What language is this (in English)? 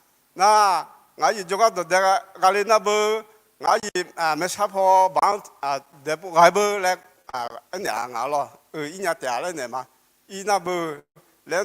Akha